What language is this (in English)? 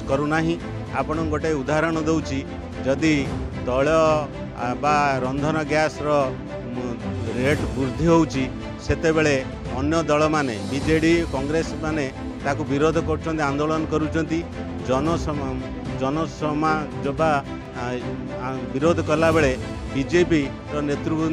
Odia